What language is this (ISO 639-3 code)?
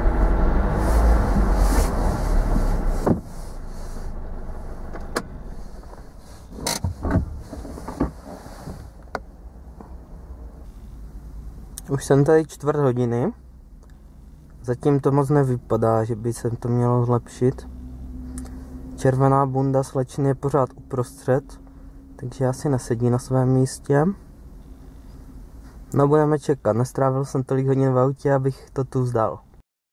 ces